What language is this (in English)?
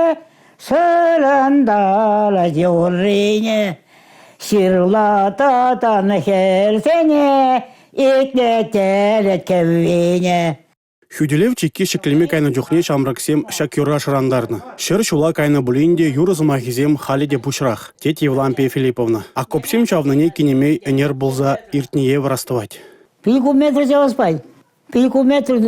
Chuvash